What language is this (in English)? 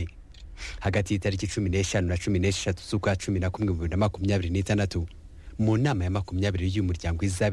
Kinyarwanda